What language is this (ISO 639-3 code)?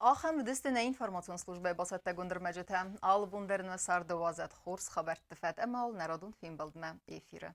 oss